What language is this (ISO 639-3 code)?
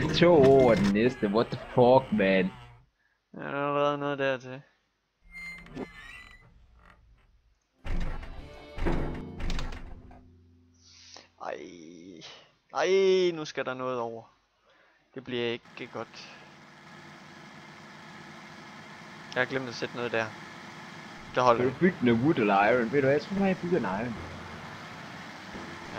dan